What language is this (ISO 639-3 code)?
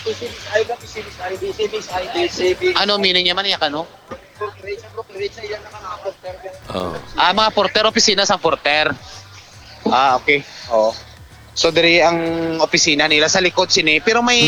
hil